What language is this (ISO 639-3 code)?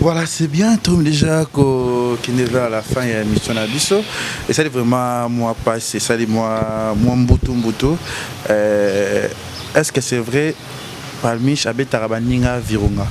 lin